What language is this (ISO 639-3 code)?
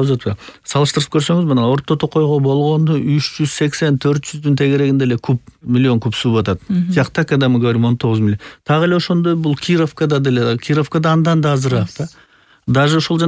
kir